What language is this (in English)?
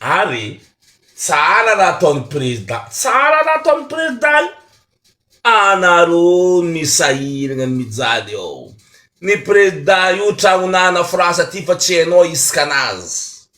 Malagasy